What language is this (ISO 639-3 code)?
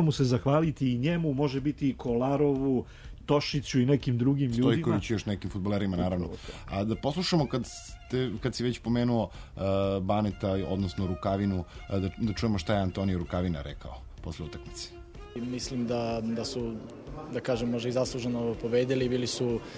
srp